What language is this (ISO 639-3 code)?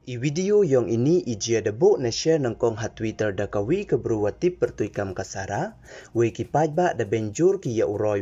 pbv